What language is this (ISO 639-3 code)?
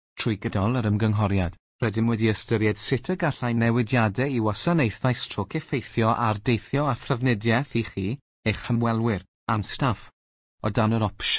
cym